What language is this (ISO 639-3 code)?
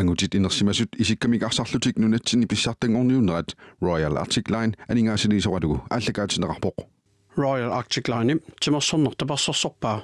kal